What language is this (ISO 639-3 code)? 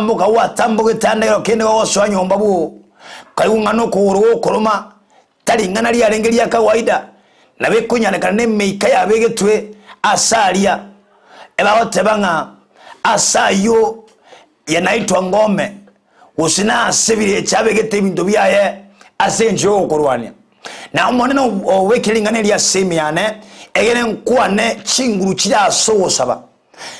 guz